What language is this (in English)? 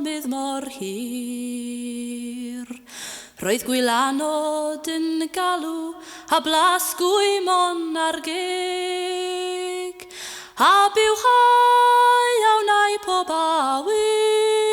Welsh